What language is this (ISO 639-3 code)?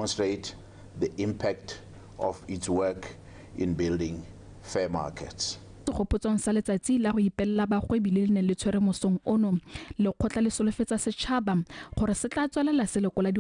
tsn